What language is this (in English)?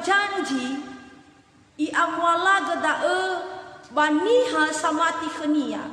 Nias